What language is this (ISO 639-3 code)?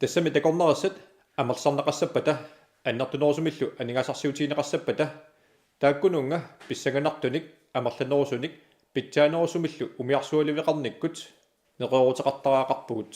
kal